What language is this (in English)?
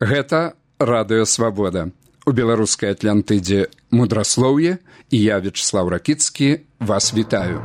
Belarusian